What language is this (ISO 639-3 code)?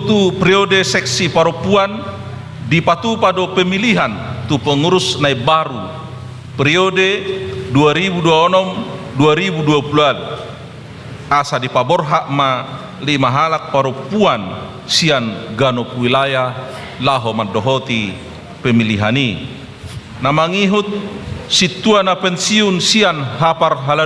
bbc